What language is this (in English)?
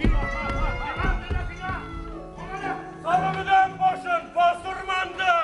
Bashkir